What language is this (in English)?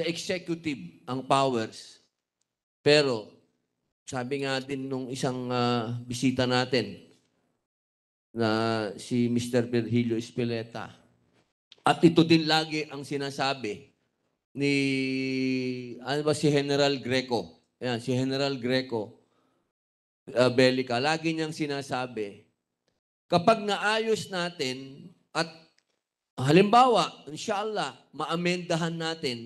Filipino